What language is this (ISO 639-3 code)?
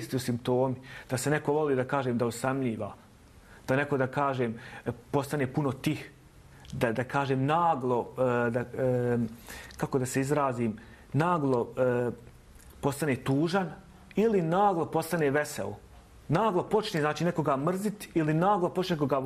bos